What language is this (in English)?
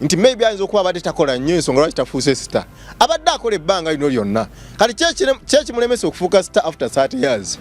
Ganda